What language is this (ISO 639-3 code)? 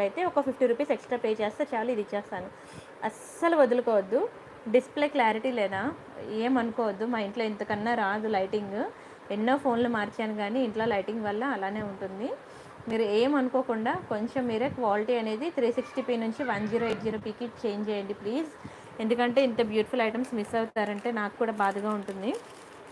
tel